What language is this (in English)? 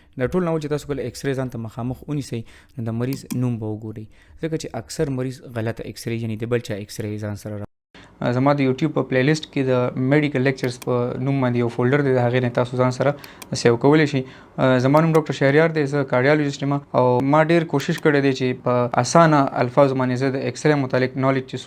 Pashto